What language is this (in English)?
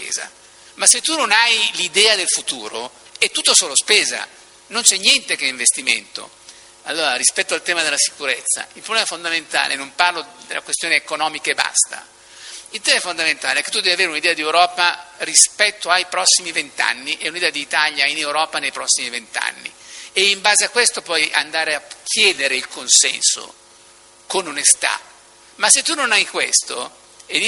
Italian